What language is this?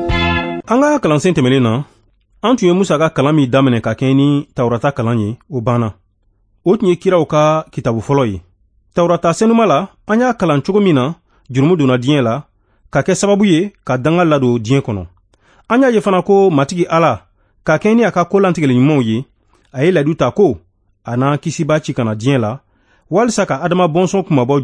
Bambara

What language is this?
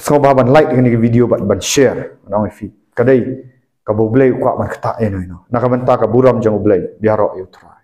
Khasi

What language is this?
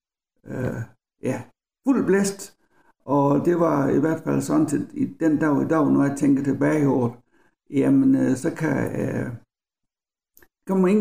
Danish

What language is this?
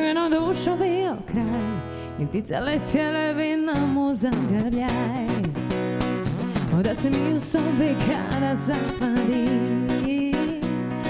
Croatian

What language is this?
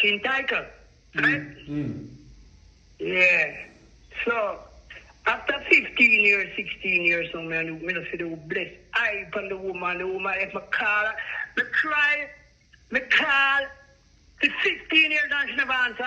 Jamaican Creole English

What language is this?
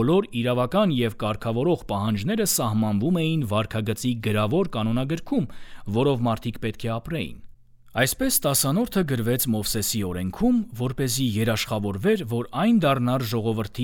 Armenian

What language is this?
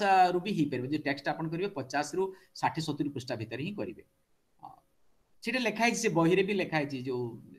Odia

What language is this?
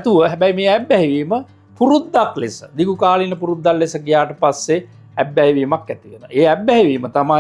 Sinhala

